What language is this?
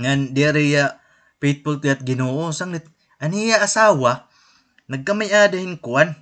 Waray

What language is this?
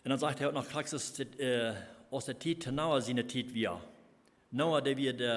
Plautdietsch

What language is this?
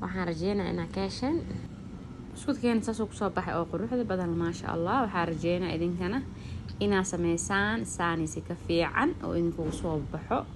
Somali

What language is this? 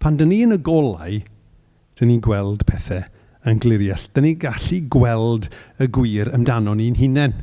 Welsh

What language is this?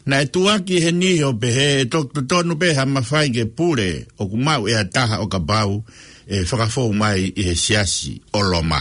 Tongan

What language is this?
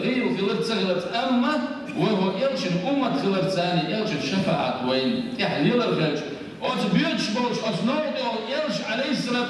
Chechen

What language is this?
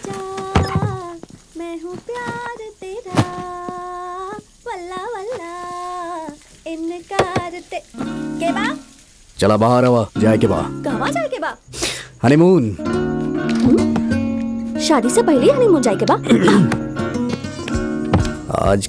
Bhojpuri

